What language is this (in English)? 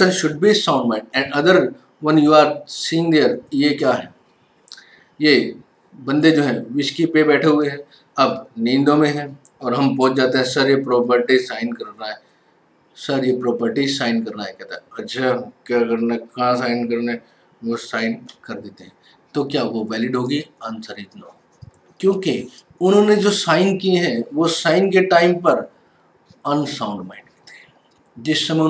Hindi